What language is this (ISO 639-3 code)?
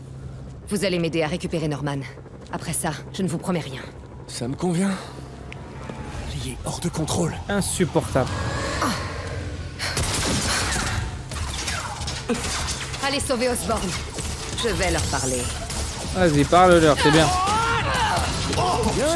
fra